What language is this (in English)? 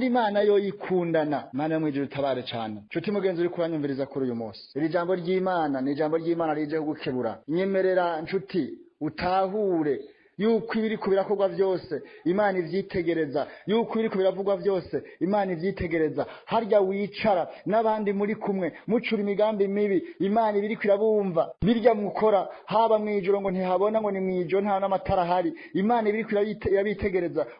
Rundi